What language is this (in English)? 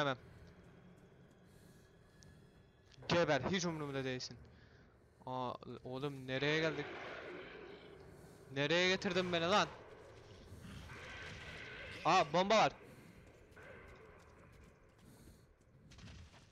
Turkish